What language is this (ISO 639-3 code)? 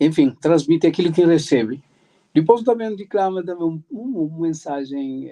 kea